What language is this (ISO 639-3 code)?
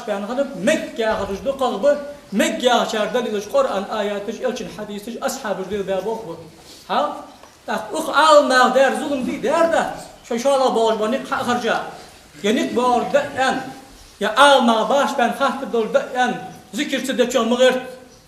inh